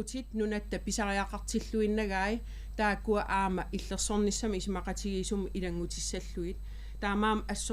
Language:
Kalaallisut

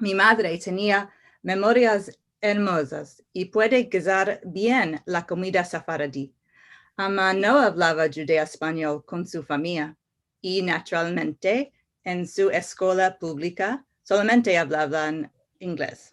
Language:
Ladino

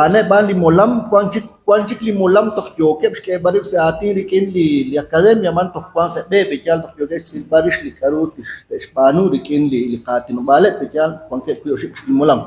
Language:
Kekchí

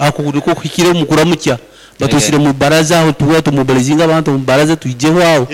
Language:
Nyankole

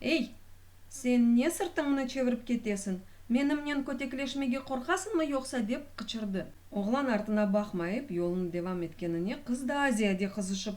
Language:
Crimean Tatar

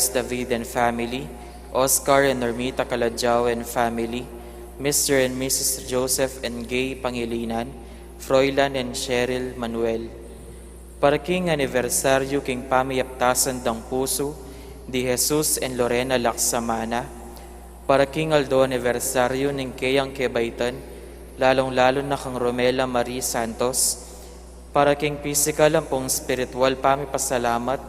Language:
Pampanga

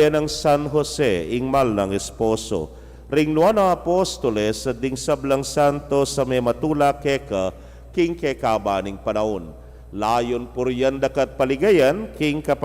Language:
Pampanga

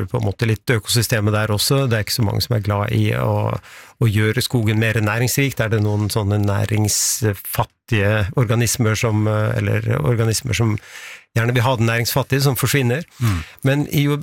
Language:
Norwegian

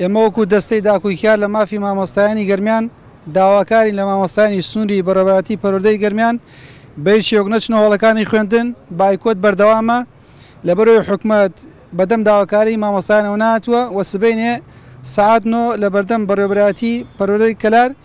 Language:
Central Kurdish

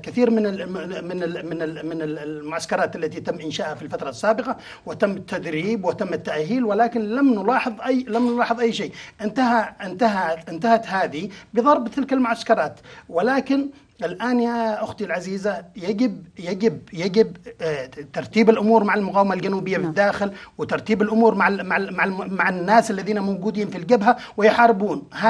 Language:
Arabic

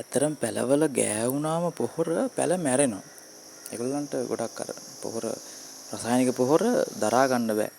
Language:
Sinhala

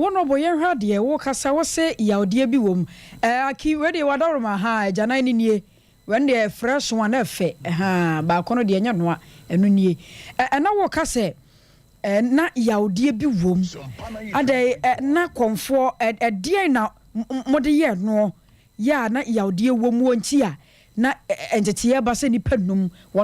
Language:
Akan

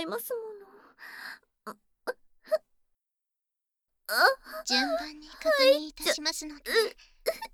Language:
Japanese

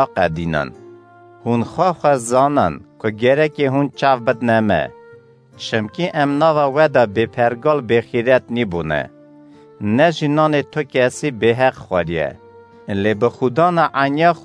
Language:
Kurdish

